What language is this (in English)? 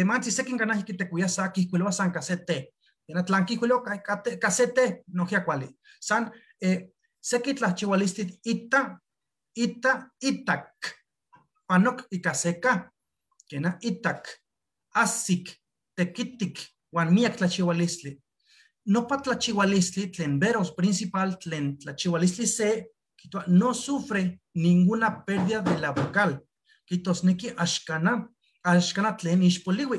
Eastern Huasteca Nahuatl